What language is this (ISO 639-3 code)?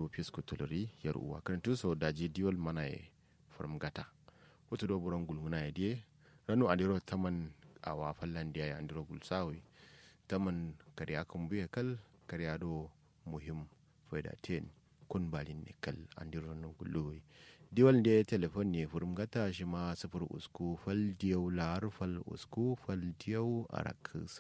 kau